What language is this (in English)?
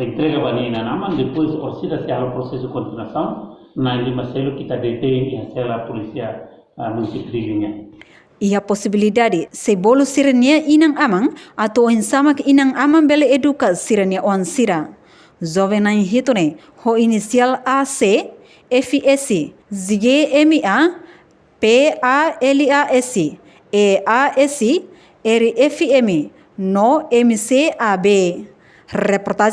Tetum